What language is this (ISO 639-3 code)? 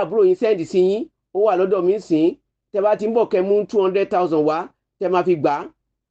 yor